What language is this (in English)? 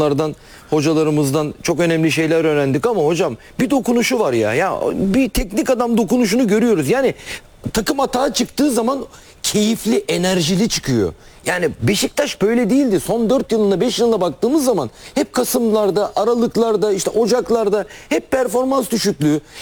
Turkish